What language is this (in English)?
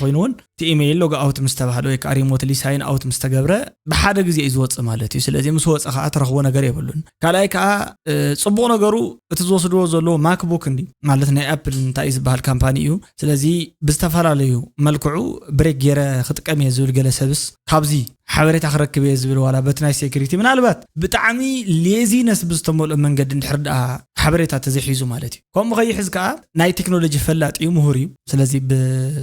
Tigrinya